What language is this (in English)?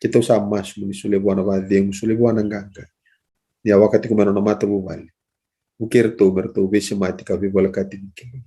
Fijian